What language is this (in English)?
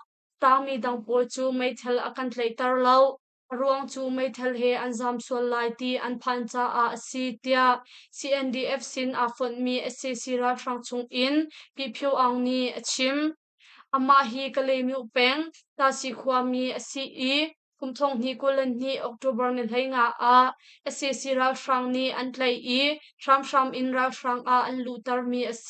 Hakha Chin